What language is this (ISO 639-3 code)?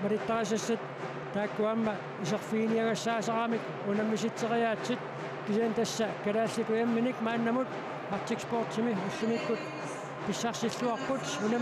kal